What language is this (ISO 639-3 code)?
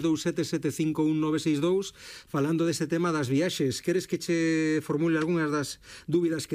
glg